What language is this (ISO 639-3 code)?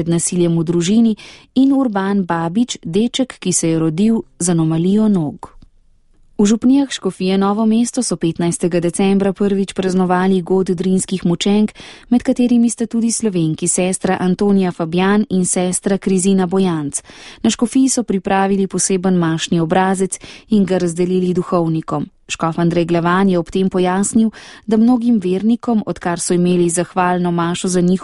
slv